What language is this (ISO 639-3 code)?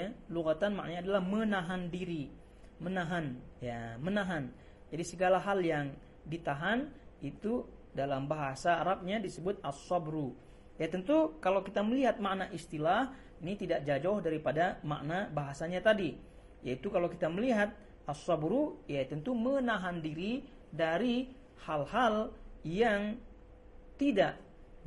ind